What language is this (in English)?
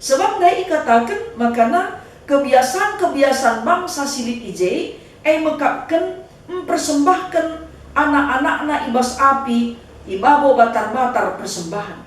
Batak Karo